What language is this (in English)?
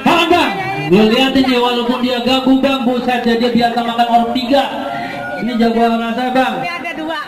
Betawi